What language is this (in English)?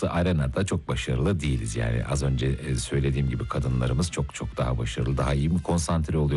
Turkish